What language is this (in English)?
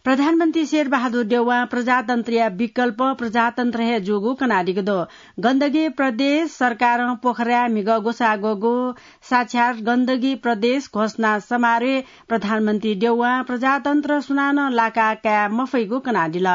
Newari